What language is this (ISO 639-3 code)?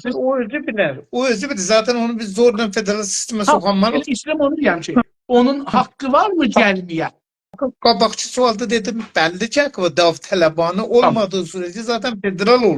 azb